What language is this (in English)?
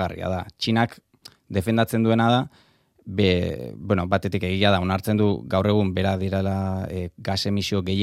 Basque